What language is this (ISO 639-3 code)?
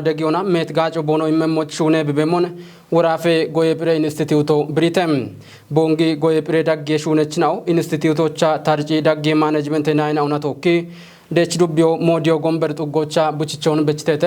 kbr